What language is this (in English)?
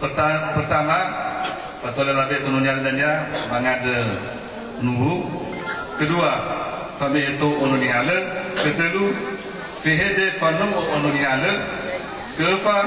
Nias